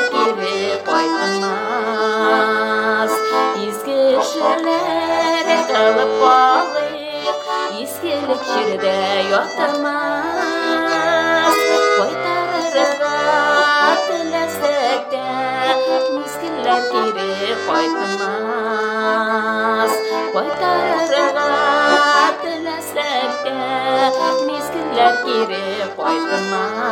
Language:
Tatar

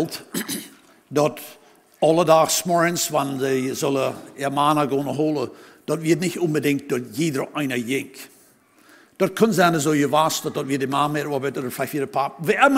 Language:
Plautdietsch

